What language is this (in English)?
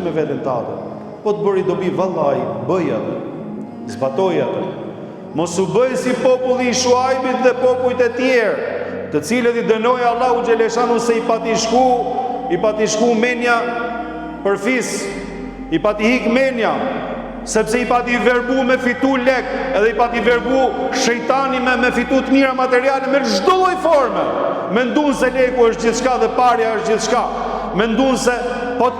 Albanian